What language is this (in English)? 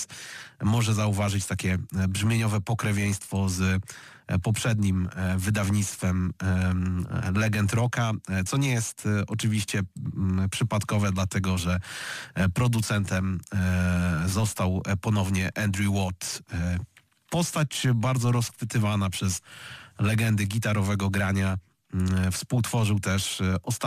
Polish